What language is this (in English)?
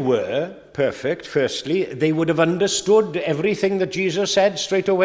Welsh